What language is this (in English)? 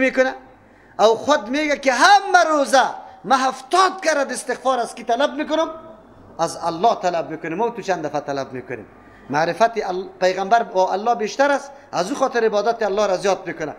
Persian